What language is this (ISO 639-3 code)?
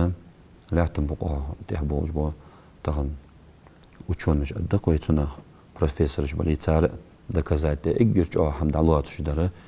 inh